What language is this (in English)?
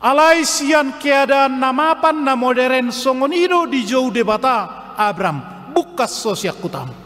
Batak Toba